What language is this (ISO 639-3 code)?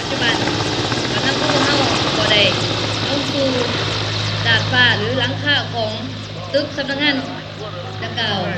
lao